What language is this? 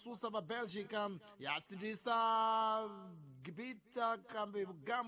Tsonga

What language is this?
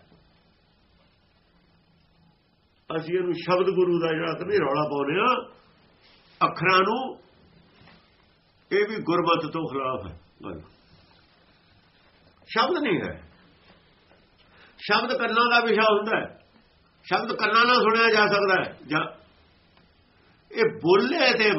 Punjabi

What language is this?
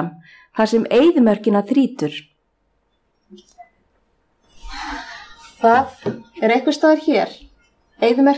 Icelandic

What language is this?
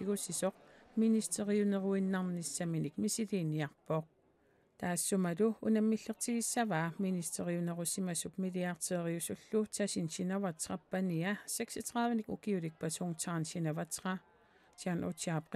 Kalaallisut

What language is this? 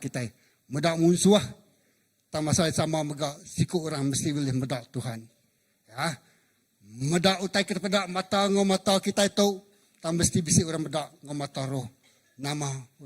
Iban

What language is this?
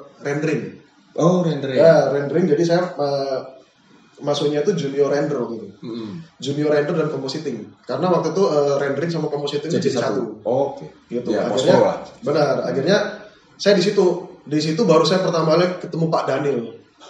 Indonesian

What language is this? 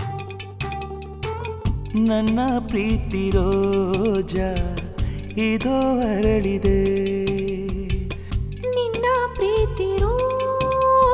Kannada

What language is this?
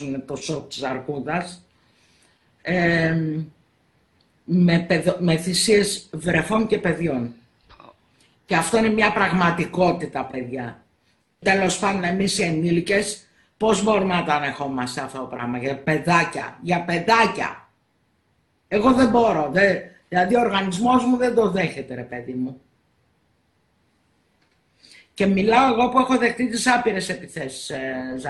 Greek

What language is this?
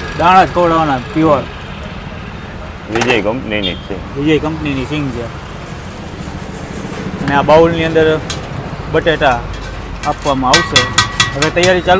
Gujarati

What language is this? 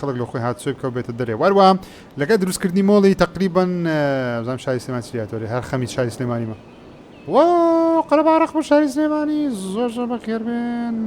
Central Kurdish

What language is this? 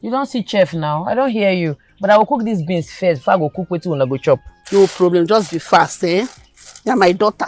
Nigerian Pidgin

